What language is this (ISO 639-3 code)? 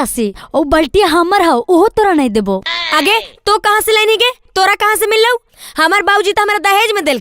mag